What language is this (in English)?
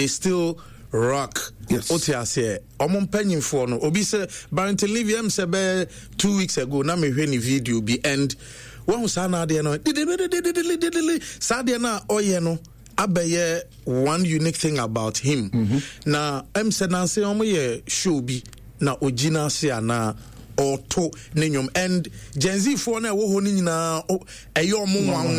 Akan